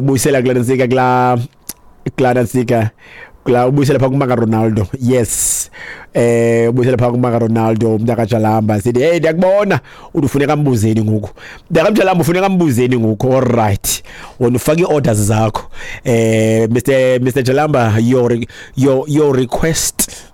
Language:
Xhosa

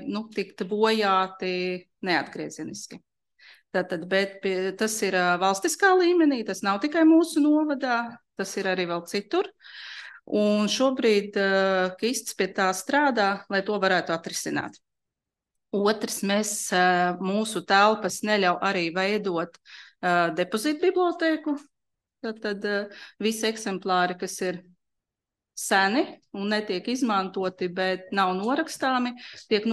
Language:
Latvian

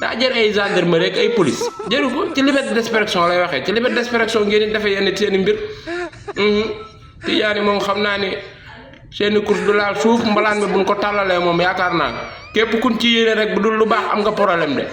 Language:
Wolof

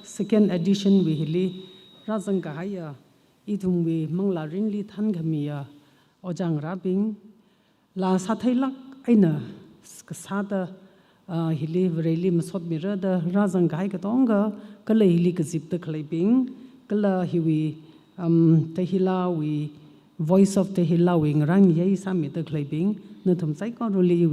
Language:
Tangkhul Naga (India)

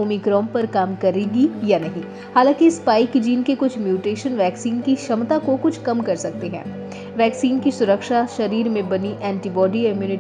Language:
Hindi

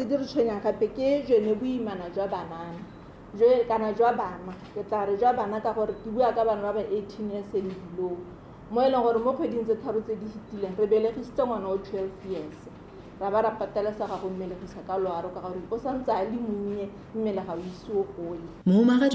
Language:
Tswana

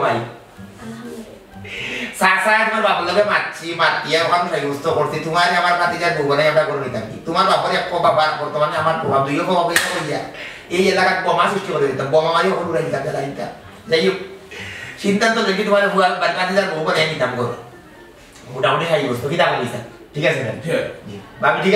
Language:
Sylheti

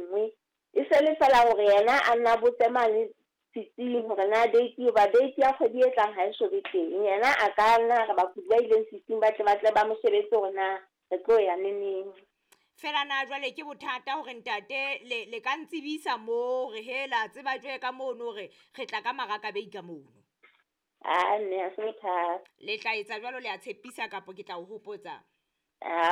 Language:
Southern Sotho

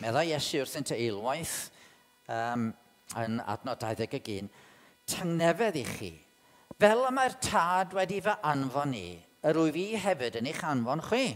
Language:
Welsh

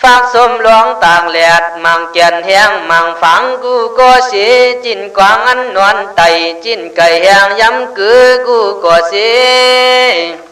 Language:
Khün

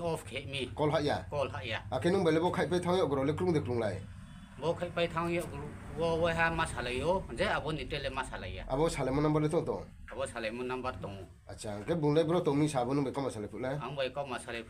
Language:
Riang (India)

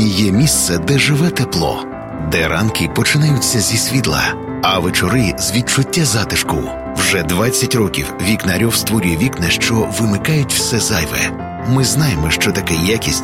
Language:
Ukrainian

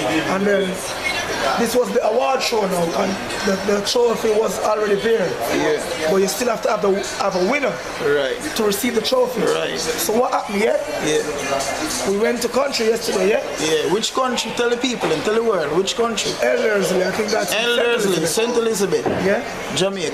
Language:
Jamaican Creole English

